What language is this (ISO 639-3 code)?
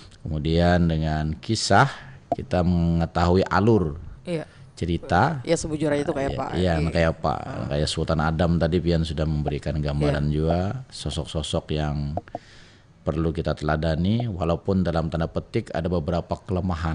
bjn